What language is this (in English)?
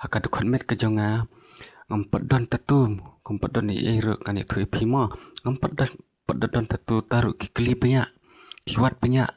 Khasi